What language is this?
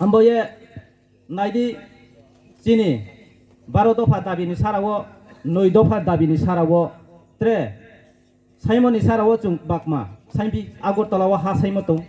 Riang (India)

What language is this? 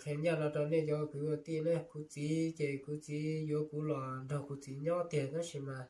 Hmong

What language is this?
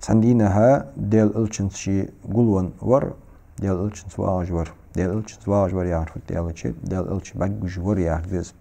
Ingush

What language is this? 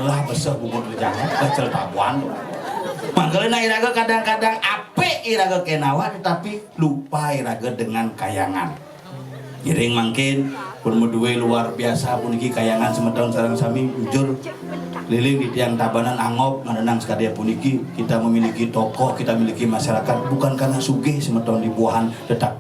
Balinese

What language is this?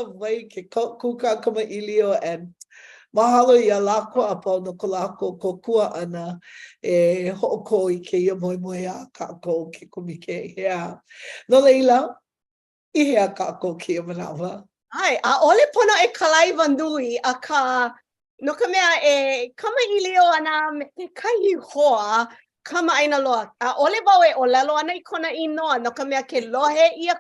Hawaiian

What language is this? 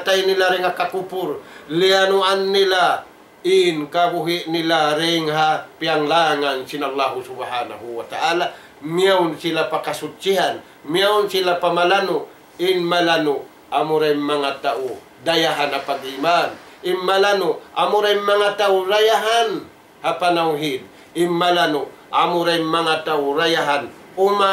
Tausug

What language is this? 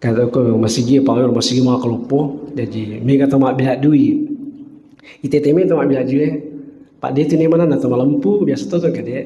Buginese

